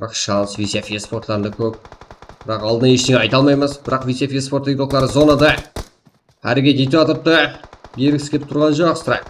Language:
Kara-Kalpak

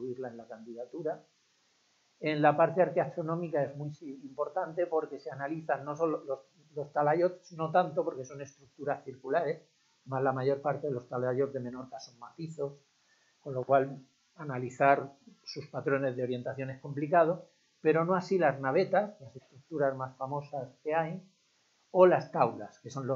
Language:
Spanish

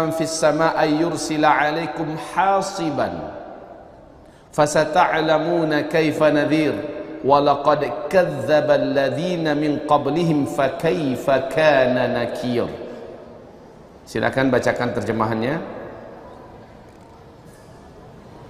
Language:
Indonesian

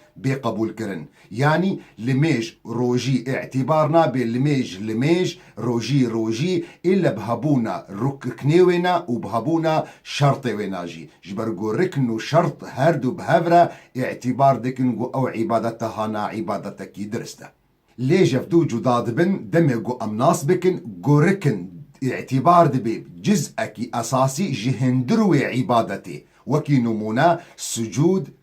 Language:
Kurdish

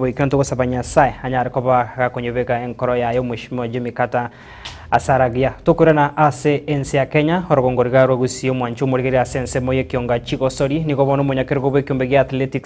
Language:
Gusii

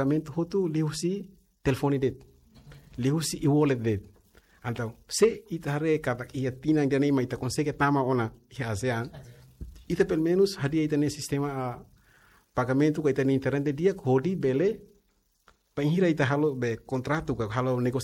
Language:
Tetum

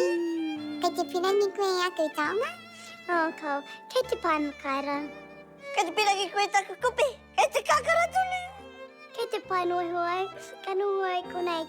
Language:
Māori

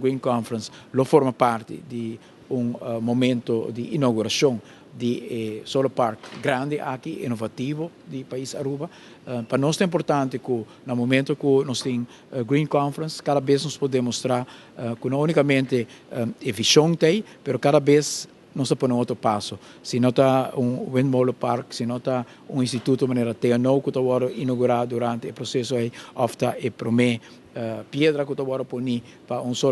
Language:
Papiamento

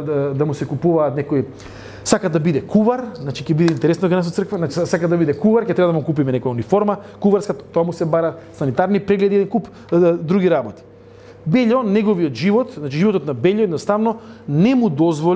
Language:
Macedonian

